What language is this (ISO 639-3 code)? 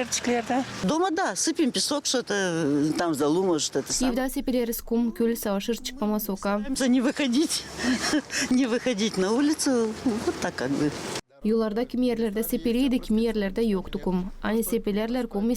gag